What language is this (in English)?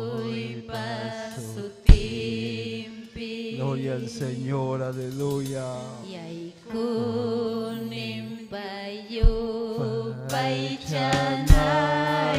Ayacucho Quechua